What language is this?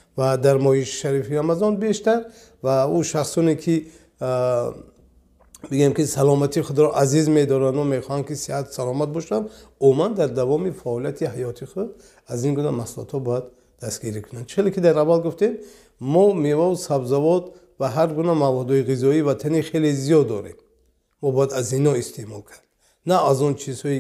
Tajik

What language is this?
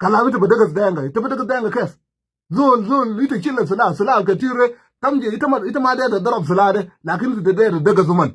Nuer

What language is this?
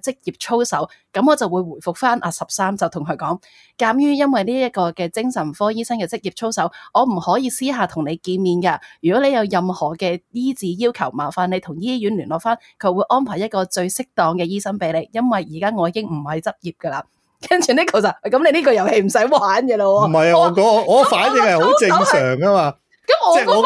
Cantonese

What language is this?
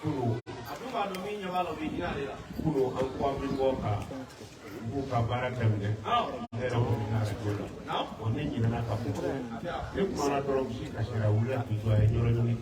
Bambara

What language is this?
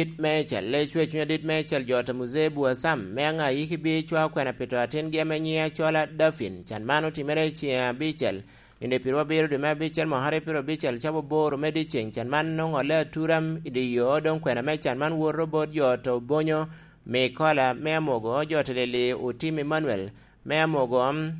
Lango (Uganda)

